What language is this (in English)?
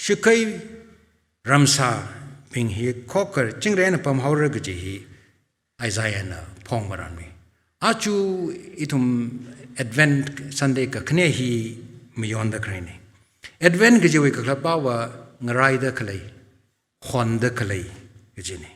Tangkhul Naga (India)